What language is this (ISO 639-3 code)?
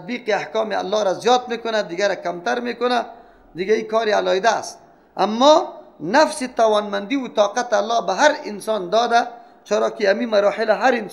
fas